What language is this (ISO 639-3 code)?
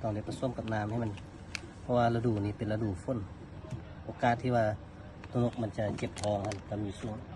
lao